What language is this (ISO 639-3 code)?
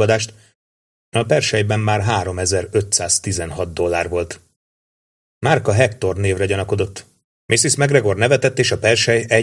hun